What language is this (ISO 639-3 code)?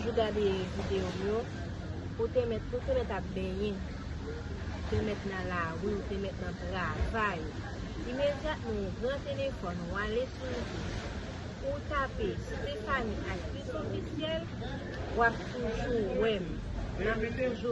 hat